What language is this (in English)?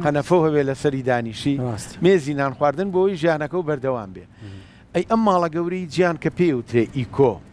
Central Kurdish